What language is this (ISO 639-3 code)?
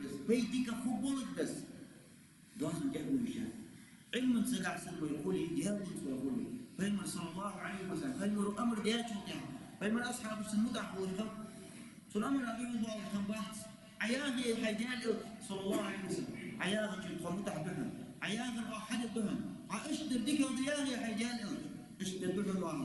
inh